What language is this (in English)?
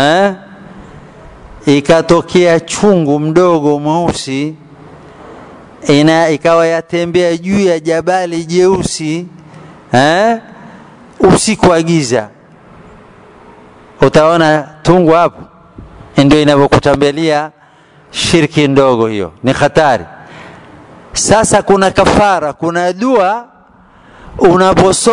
Swahili